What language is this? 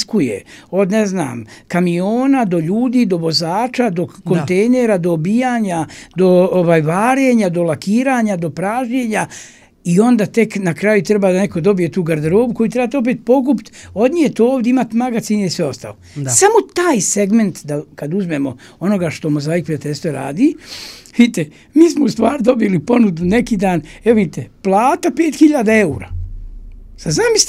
Serbian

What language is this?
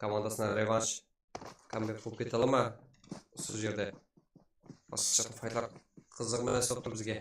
Kara-Kalpak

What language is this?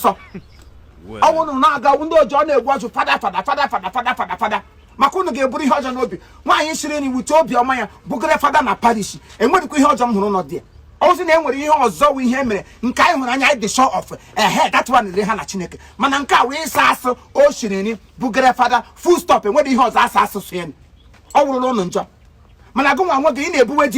Igbo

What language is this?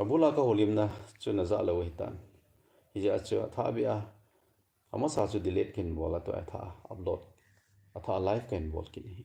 Thado Chin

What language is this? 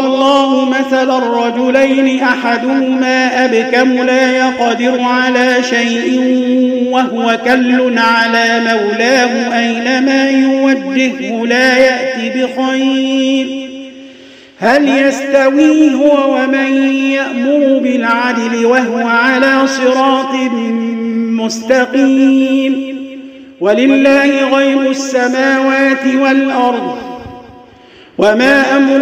Arabic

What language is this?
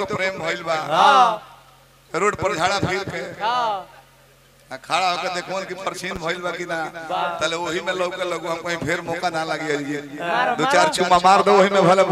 Bhojpuri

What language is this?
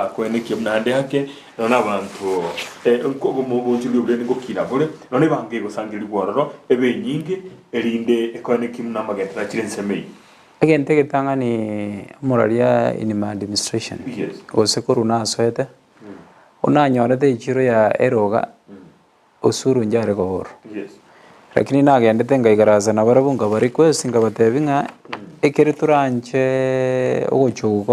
Gusii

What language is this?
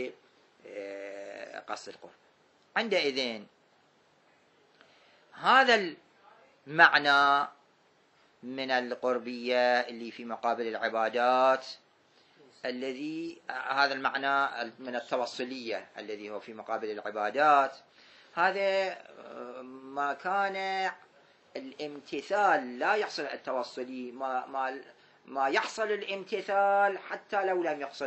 Arabic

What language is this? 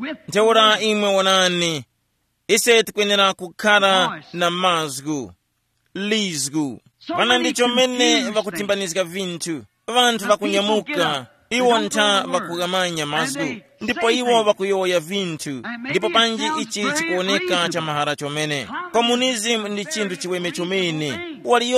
Tumbuka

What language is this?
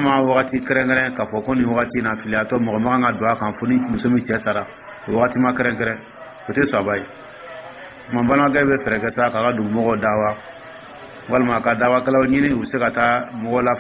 Dyula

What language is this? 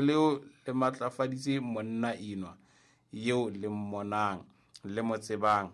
Southern Sotho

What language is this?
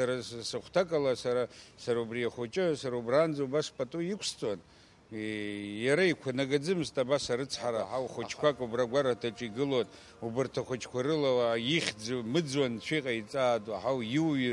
Abkhazian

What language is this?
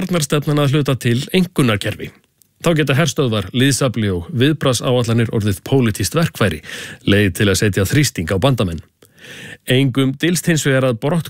Icelandic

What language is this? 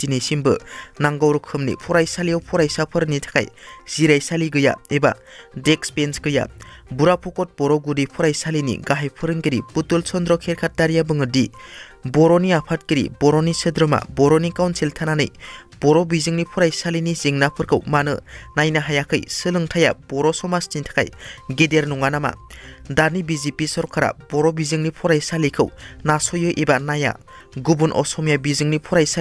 Bodo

